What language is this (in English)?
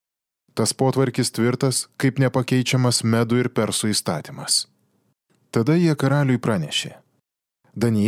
Lithuanian